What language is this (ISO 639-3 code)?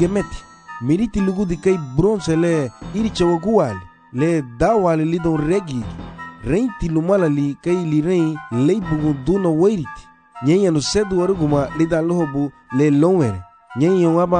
cab